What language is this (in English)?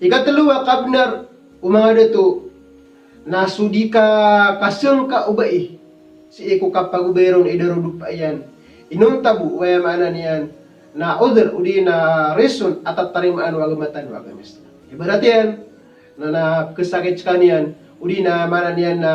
Maranao